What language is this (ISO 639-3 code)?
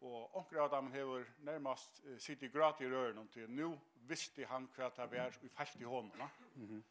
fao